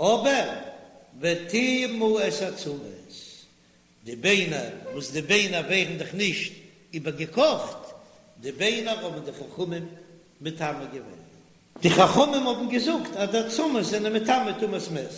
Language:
Yiddish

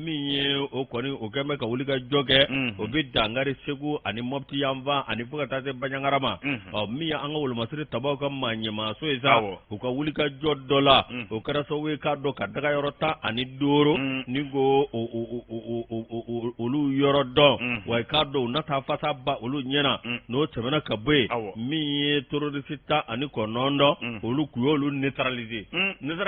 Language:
Bambara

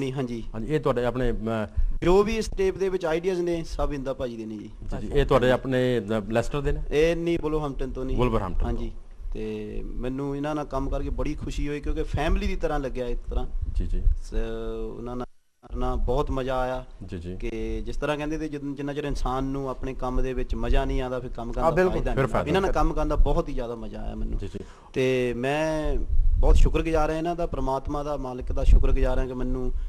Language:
Punjabi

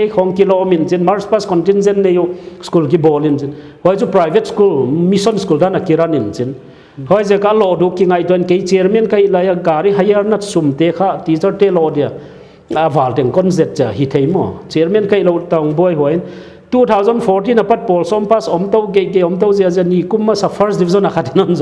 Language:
Paite Chin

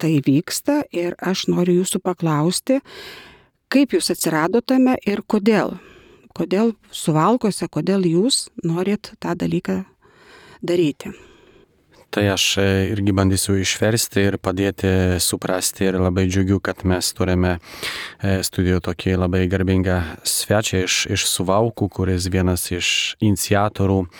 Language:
Lithuanian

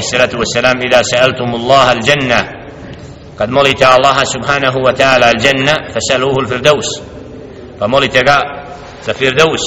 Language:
Bosnian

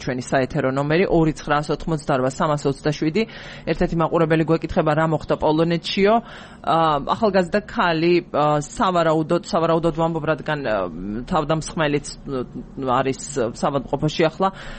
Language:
Georgian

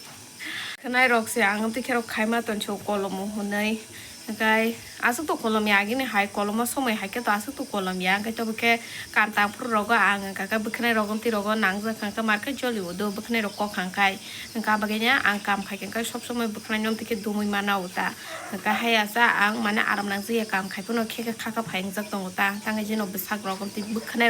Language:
Kok Borok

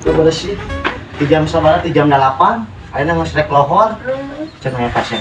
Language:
Sundanese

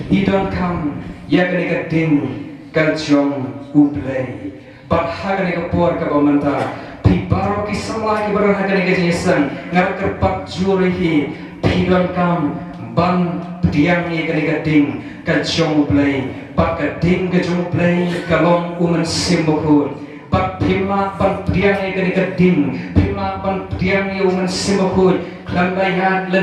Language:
Khasi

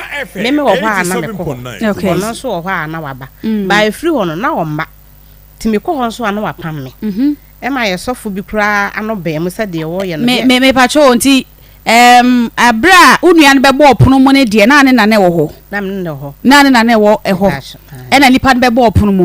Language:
Akan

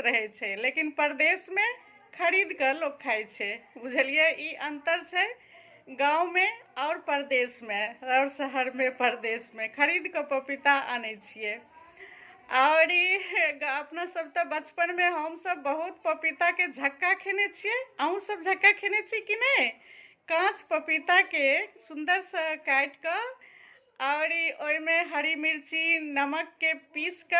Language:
Maithili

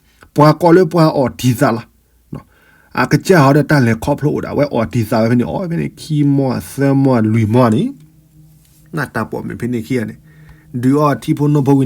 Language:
S'gaw Karen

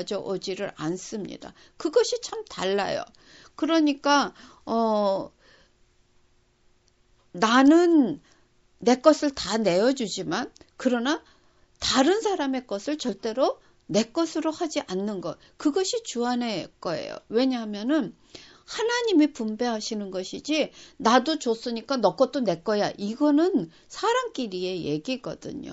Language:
Korean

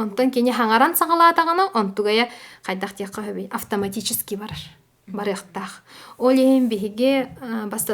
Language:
Yakut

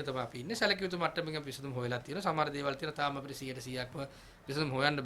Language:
Sinhala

